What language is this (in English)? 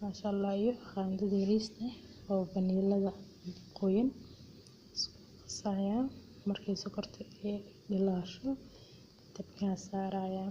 Somali